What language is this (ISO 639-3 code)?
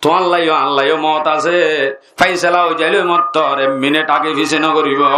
rhg